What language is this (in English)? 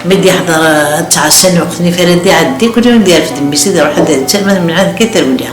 Kabyle